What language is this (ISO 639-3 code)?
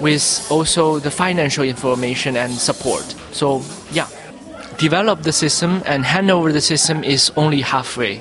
bis